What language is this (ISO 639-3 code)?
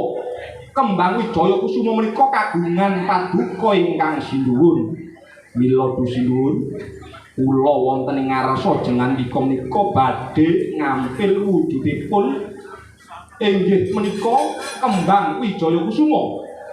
jav